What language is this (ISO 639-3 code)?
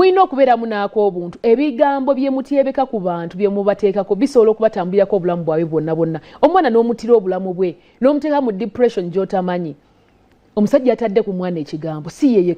lug